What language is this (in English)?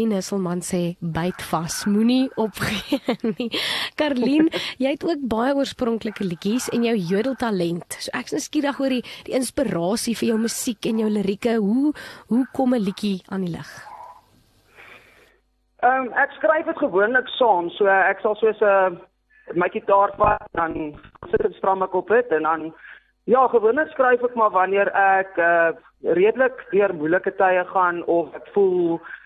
Afrikaans